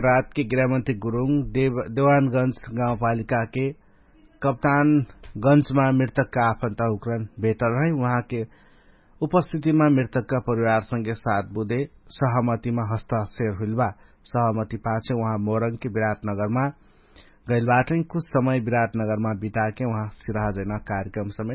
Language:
Dangaura Tharu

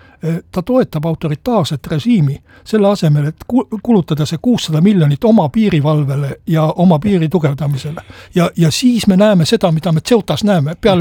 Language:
Estonian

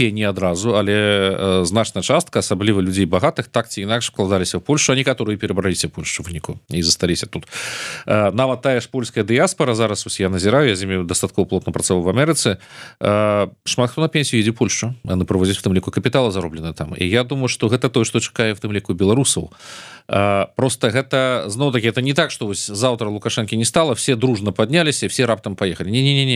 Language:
Belarusian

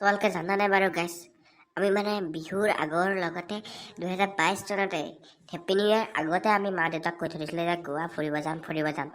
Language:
Assamese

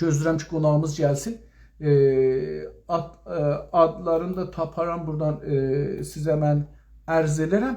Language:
South Azerbaijani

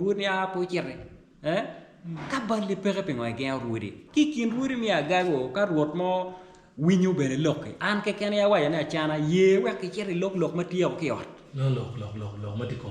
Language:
Acoli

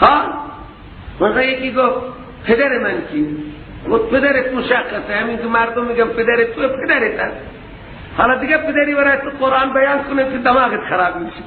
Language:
Persian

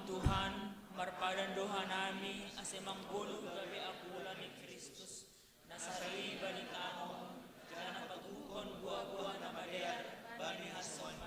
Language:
Batak Simalungun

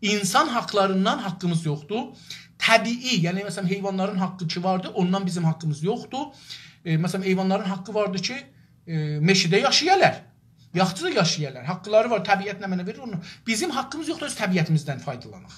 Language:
South Azerbaijani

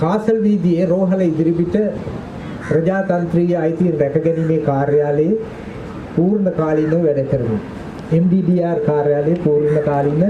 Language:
Sinhala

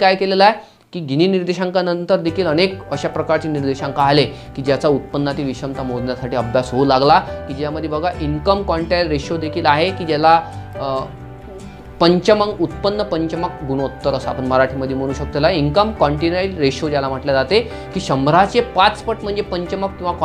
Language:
Marathi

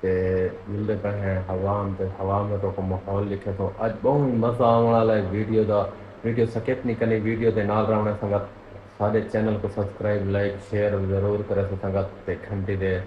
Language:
Saraiki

